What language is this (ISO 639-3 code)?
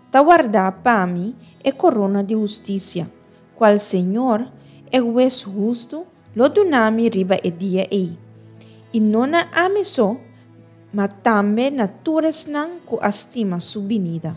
pap